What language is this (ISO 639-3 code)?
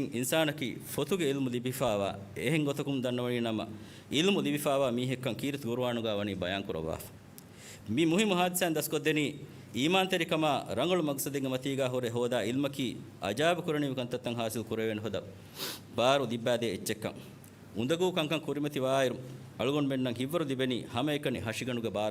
div